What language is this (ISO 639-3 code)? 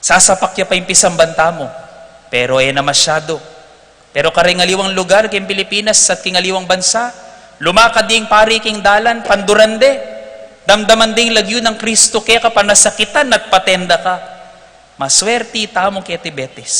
pam